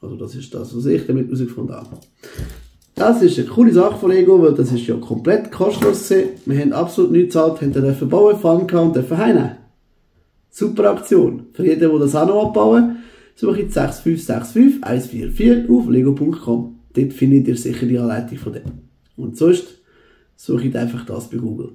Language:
Swiss German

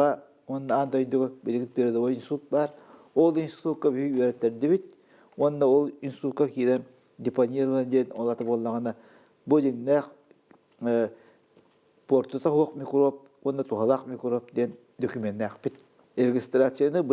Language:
Yakut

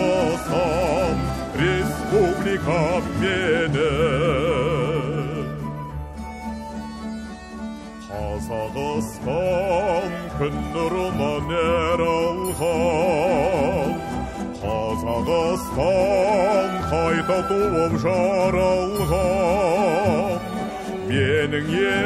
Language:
Kazakh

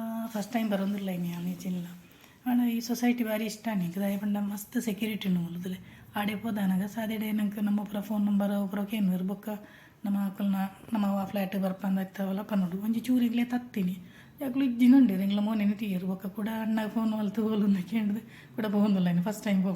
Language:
Tulu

